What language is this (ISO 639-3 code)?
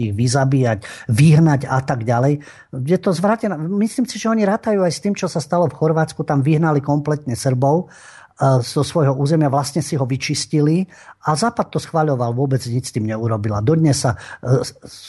slk